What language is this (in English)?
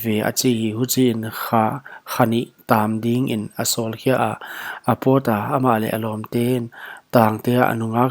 Paite Chin